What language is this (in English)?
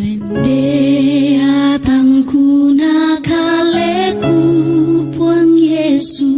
Toraja-Sa'dan